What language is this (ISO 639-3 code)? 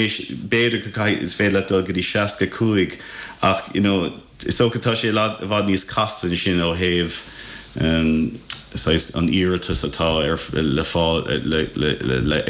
gle